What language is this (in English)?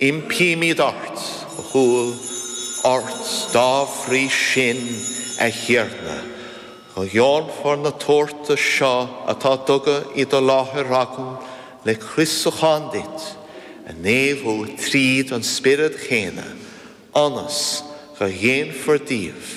Irish